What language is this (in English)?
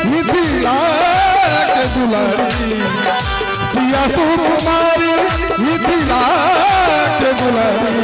Maithili